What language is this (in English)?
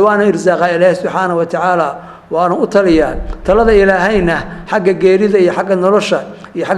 Somali